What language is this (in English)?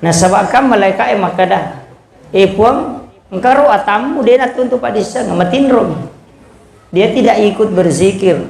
Buginese